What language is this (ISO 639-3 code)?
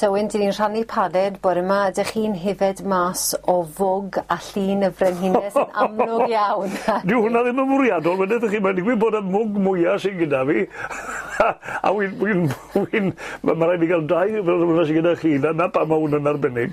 cym